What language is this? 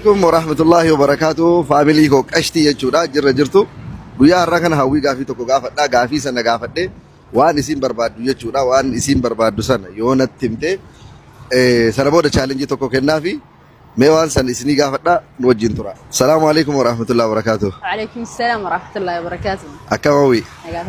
Oromo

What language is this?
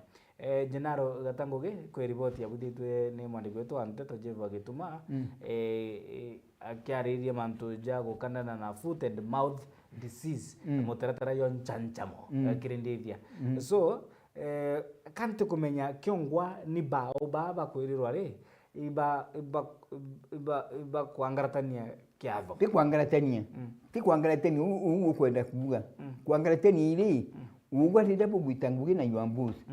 Meru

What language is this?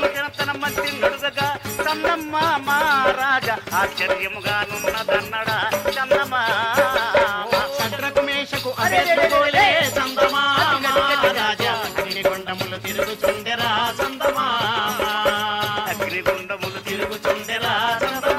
Telugu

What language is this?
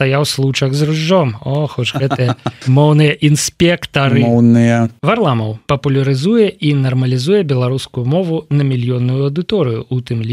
Belarusian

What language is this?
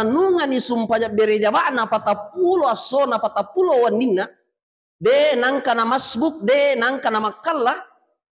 Buginese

